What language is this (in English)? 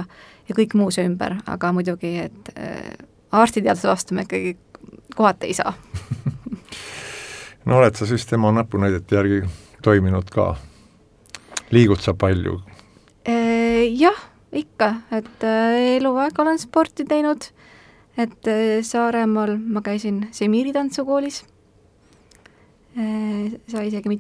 Estonian